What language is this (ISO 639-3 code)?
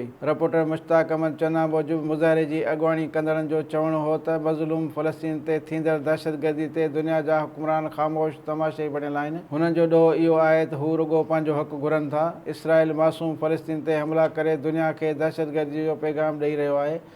snd